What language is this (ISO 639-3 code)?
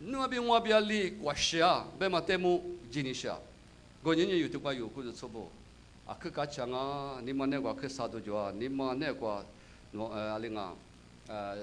lis